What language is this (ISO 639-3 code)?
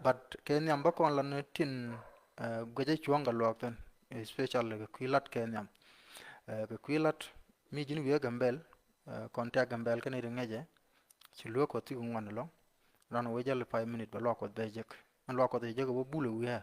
nus